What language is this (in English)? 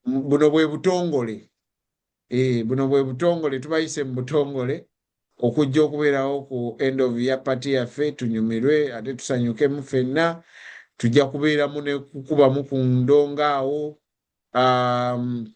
Ganda